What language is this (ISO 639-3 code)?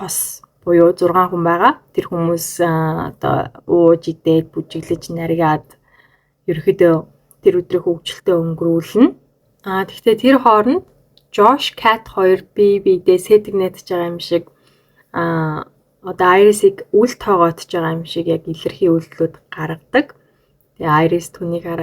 mon